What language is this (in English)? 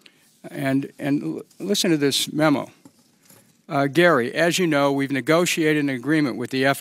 English